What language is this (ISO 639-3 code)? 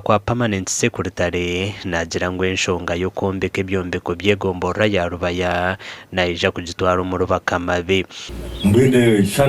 nyn